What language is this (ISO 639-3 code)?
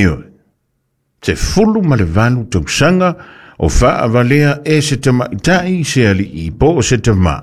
smo